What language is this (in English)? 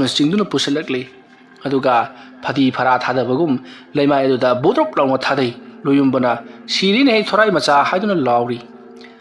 Manipuri